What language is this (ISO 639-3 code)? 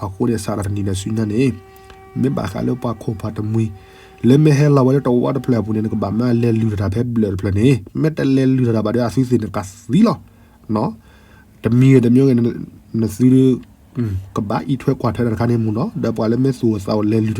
ksw